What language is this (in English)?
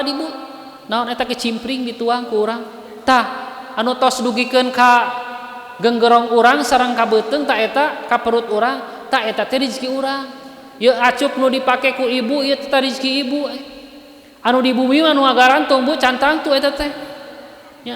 Sundanese